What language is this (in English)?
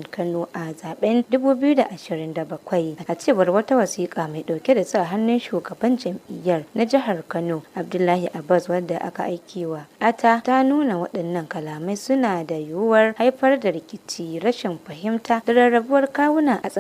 Hausa